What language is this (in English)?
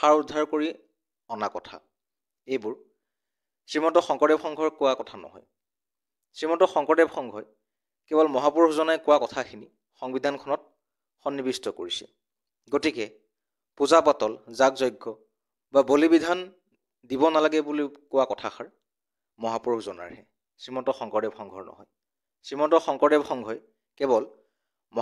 Assamese